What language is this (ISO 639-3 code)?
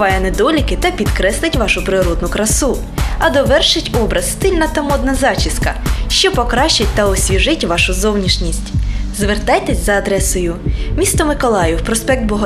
ukr